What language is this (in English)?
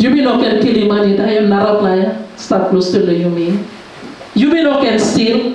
Tok Pisin